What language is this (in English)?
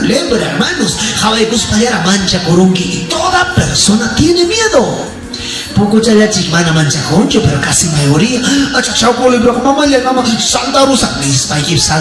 Ayacucho Quechua